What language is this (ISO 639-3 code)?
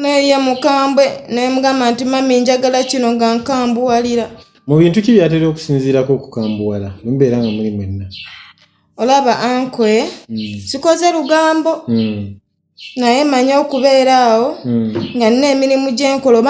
lug